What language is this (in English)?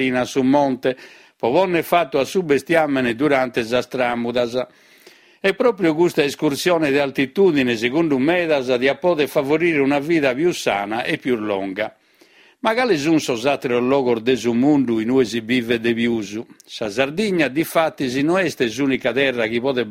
Sardinian